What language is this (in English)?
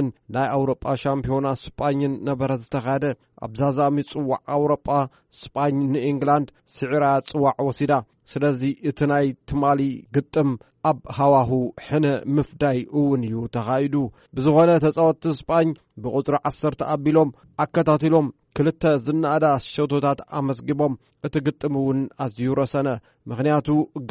Tigrinya